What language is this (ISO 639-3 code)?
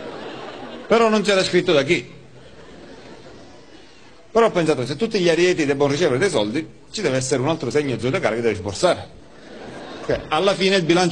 ita